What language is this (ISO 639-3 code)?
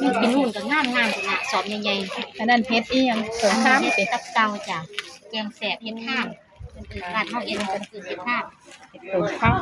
tts